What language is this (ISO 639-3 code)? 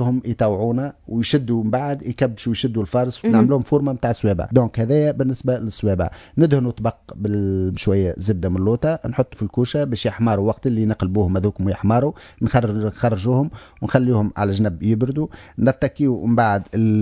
aeb